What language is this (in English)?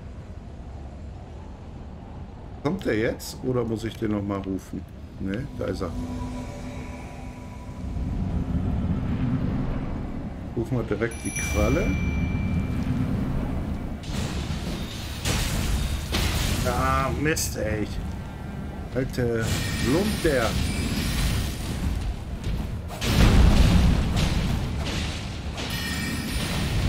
German